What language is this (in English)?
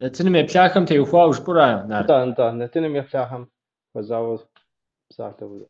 Kabardian